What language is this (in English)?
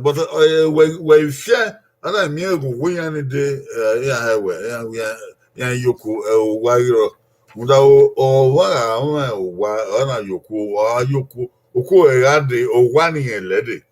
Bini